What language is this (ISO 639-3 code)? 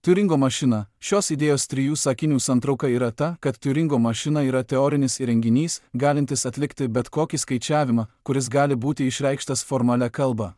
lit